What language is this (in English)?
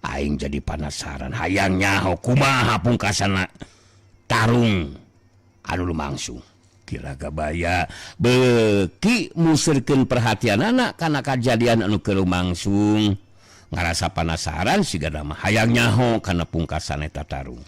Sundanese